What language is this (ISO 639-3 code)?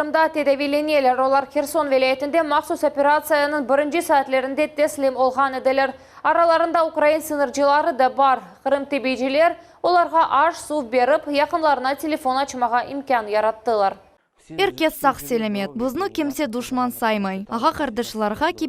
crh